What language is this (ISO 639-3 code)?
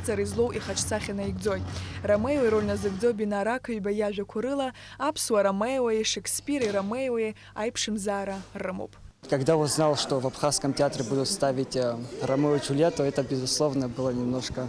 abk